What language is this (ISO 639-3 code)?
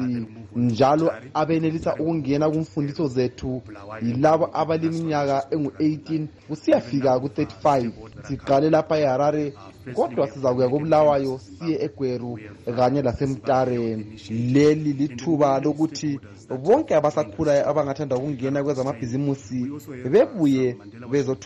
nde